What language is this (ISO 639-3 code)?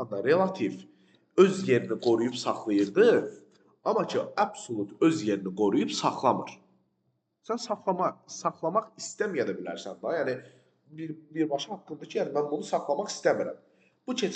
aze